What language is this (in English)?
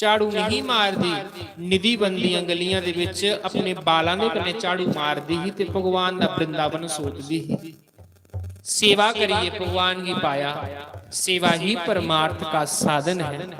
Dogri